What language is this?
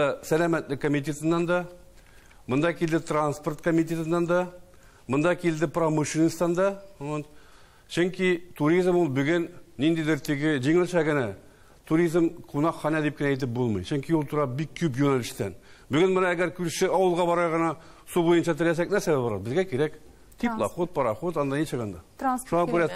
Tatar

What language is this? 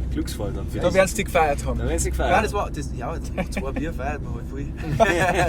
Bavarian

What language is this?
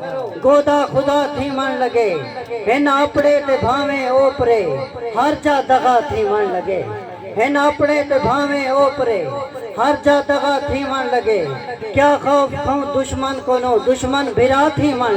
Saraiki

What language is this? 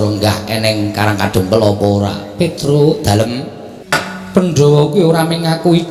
Javanese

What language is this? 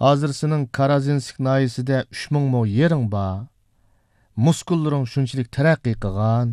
Uyghur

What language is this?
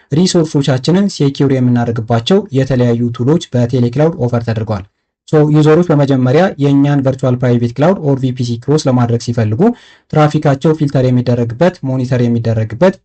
Amharic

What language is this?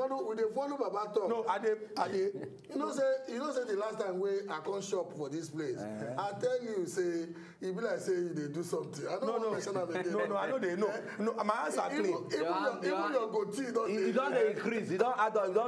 Nigerian Pidgin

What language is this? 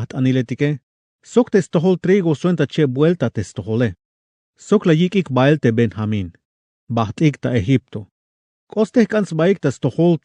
Tzeltal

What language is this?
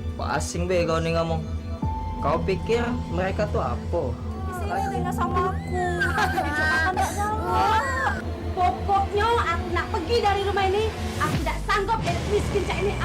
Musi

